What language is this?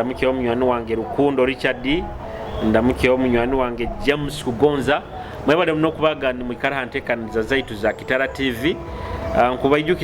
Nyoro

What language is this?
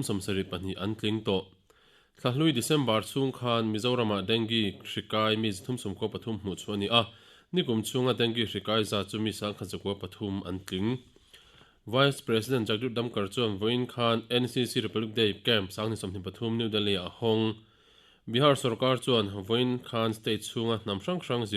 Mizo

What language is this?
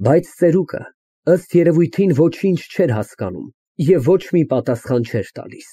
Armenian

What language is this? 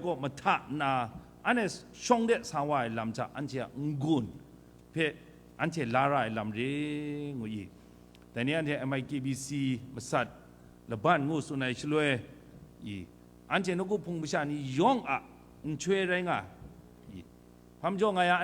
Kachin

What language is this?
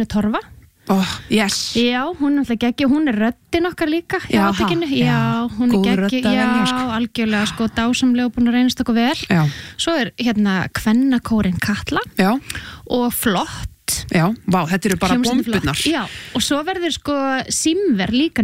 Icelandic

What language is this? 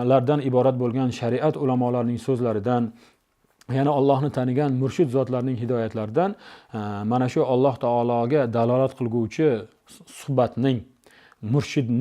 Uzbek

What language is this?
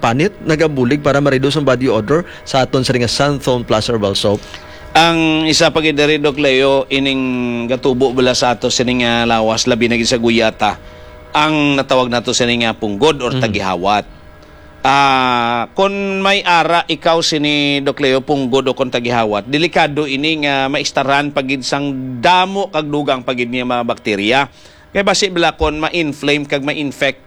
Hiligaynon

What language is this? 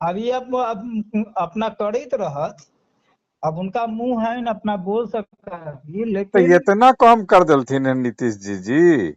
Magahi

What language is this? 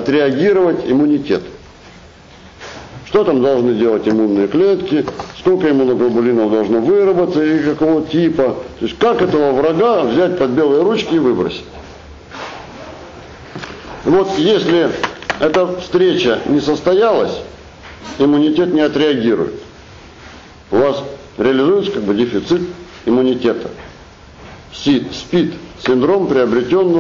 Russian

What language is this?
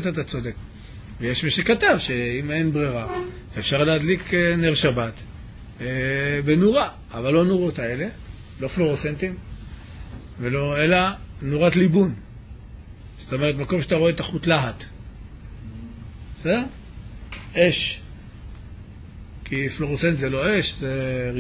Hebrew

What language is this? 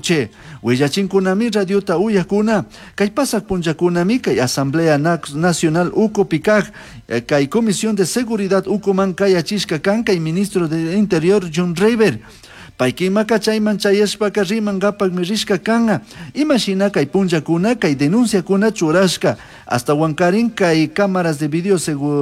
Chimborazo Highland Quichua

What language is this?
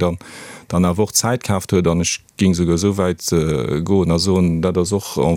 Luxembourgish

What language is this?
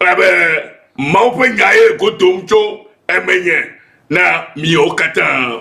Ewe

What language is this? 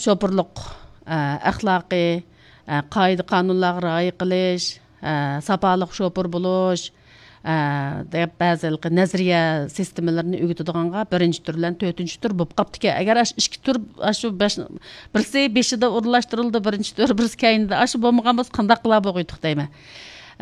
Uyghur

